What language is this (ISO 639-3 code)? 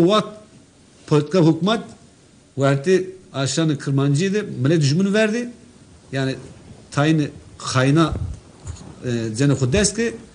zza